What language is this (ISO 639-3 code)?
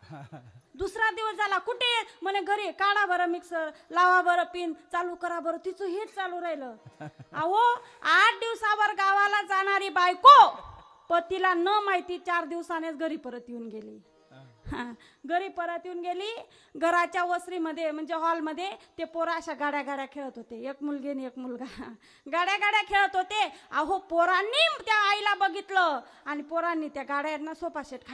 mar